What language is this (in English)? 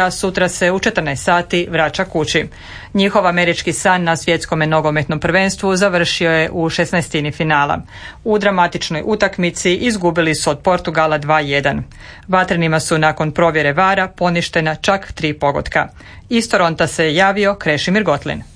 Croatian